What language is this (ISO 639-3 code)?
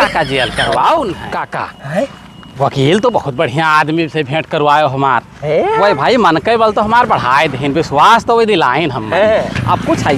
awa